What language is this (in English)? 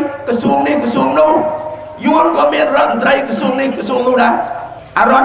Khmer